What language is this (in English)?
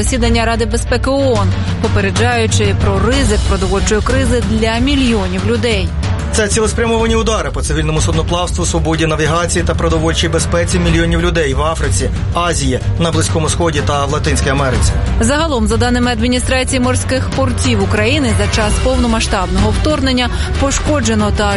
Ukrainian